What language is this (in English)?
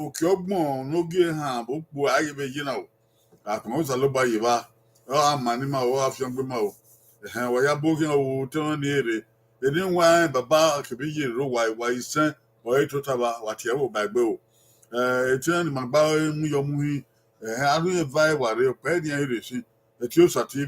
Bini